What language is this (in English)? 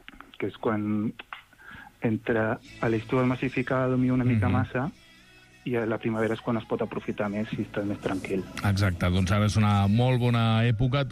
Catalan